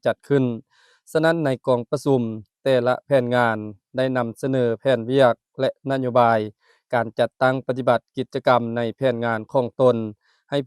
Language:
Lao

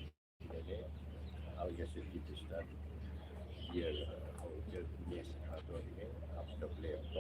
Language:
Tetum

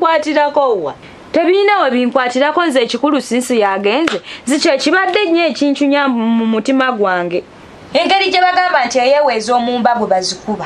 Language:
Ganda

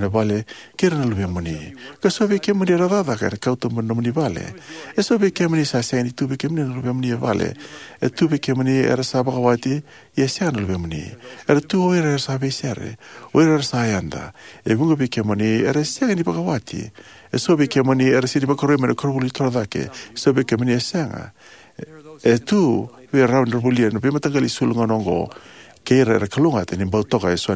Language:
Fijian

